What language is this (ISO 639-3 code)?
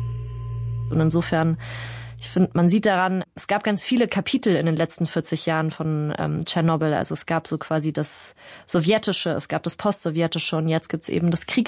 deu